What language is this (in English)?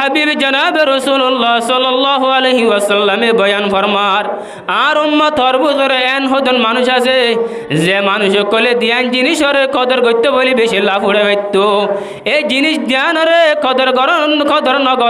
Rohingya